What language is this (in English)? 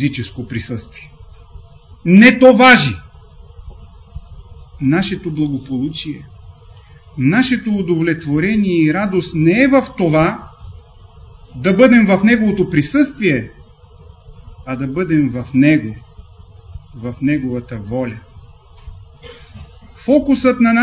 Bulgarian